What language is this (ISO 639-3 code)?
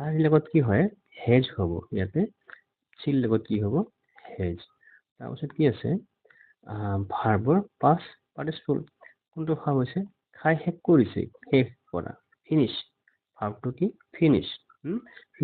asm